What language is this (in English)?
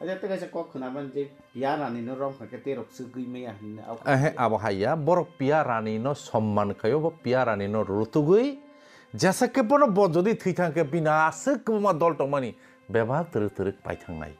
Kok Borok